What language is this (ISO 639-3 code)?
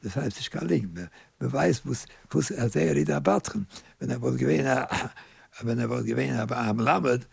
yid